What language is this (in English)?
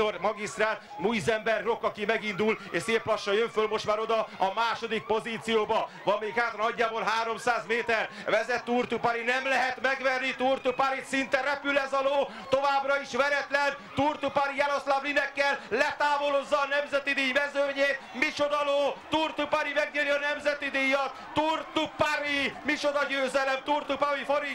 Hungarian